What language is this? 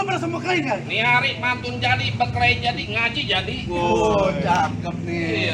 Betawi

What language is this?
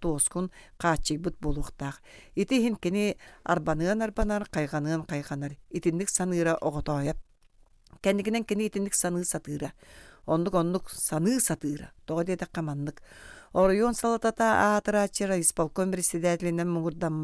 Yakut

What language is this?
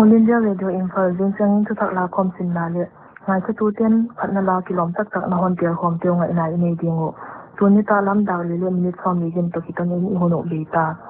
Paite Chin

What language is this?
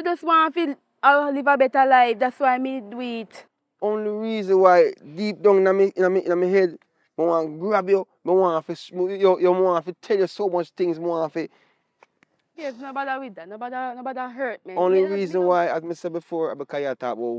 Jamaican Creole English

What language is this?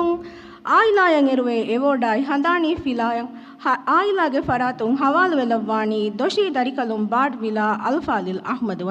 Divehi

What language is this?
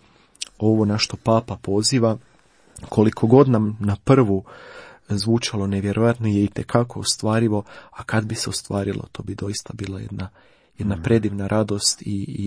Croatian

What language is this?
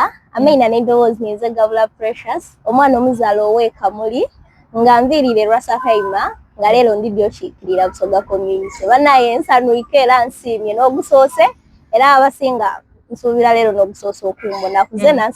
Soga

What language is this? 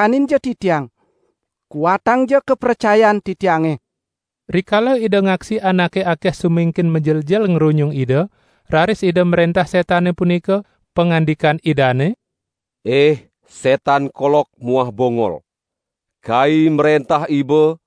Balinese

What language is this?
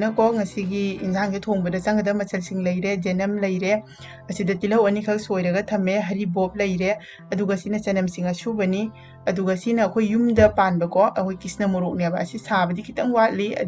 Manipuri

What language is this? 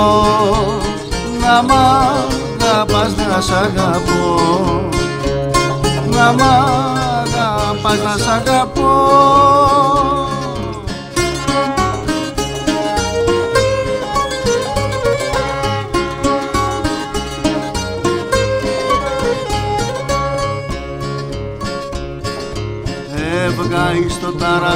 Greek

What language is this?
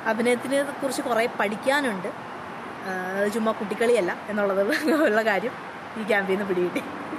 Malayalam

